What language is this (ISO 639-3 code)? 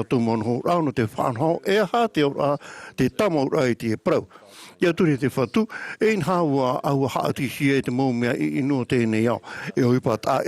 tah